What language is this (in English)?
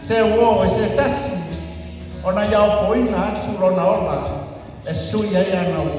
Samoan